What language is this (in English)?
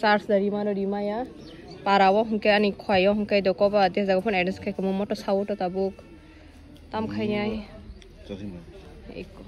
Kok Borok